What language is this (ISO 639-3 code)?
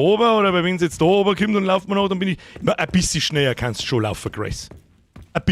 bar